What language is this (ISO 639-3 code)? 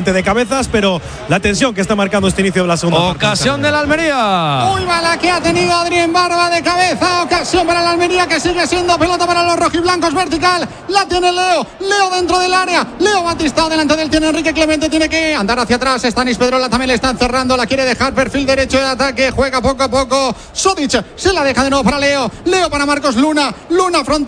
spa